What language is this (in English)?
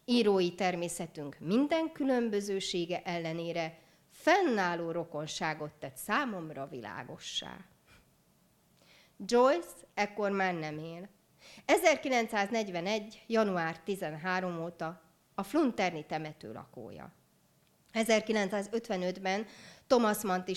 Hungarian